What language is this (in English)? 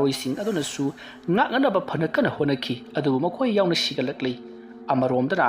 Manipuri